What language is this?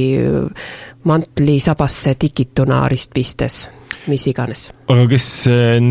Estonian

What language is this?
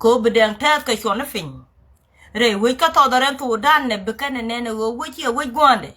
Nuer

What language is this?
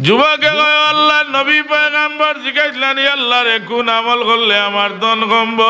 Sylheti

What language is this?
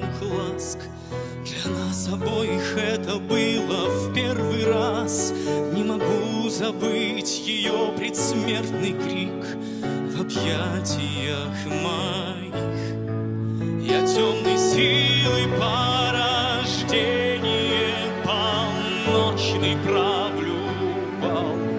Russian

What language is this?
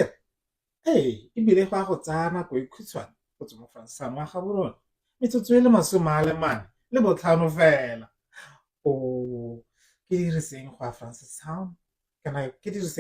Tswana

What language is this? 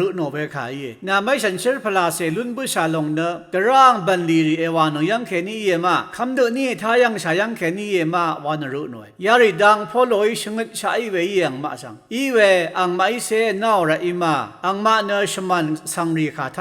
Rawang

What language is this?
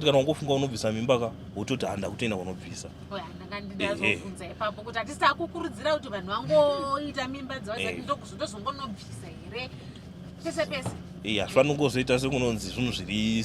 Shona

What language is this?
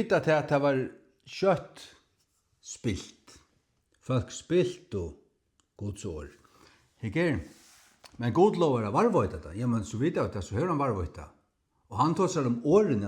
Faroese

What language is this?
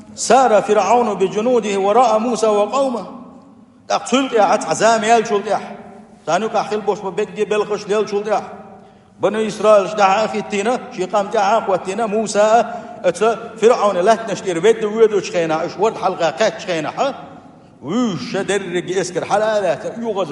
Chechen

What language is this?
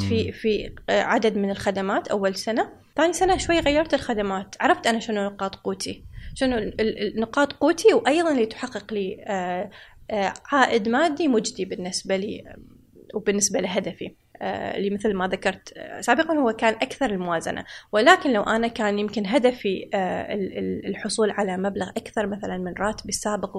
Gulf Arabic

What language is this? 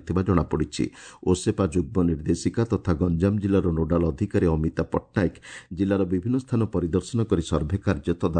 Odia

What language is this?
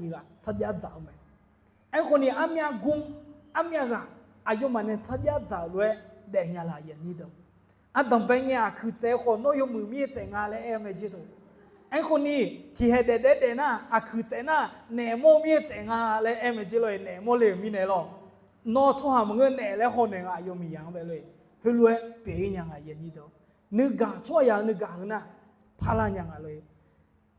Akha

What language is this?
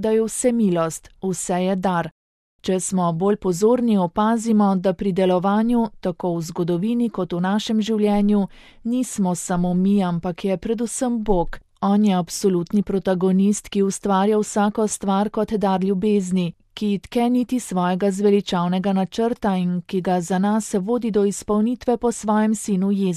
Slovenian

